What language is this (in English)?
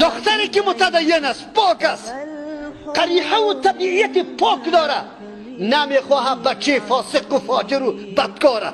Persian